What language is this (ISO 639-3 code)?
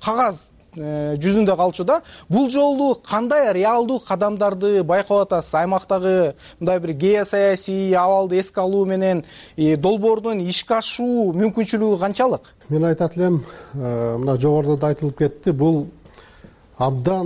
kir